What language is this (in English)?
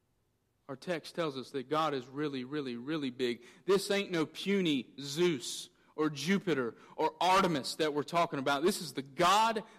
English